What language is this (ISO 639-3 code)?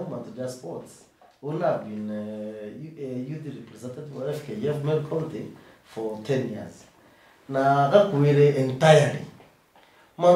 mer